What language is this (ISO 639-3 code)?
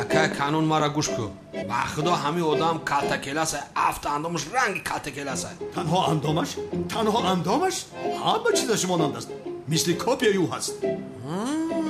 tgk